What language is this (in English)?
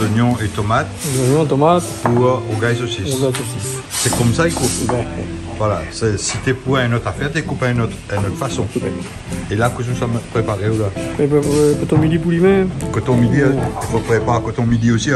Réunion Creole French